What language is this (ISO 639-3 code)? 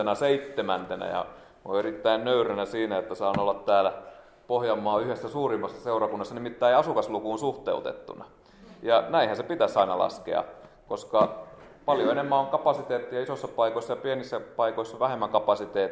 fin